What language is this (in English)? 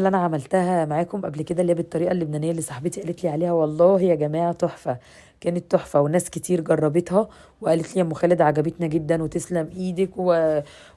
Egyptian Arabic